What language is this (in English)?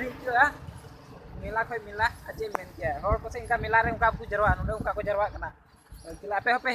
Santali